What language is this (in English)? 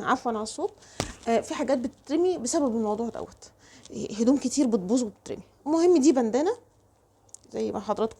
Egyptian Arabic